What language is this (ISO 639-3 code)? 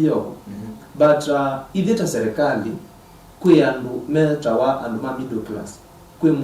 kam